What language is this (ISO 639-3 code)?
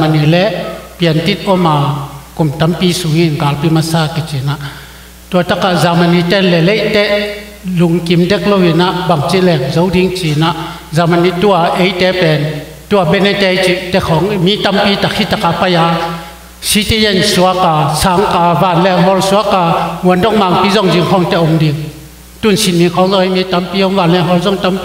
ctd